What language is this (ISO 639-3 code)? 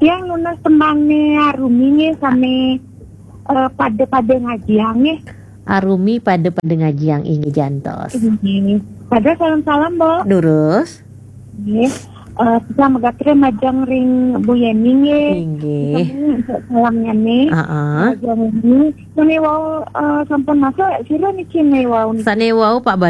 ban